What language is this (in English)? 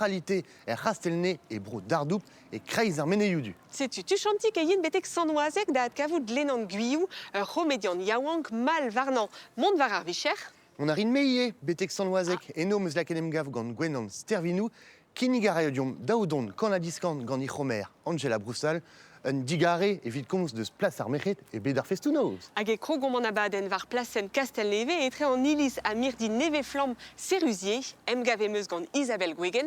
Breton